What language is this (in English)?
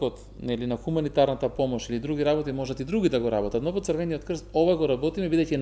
Macedonian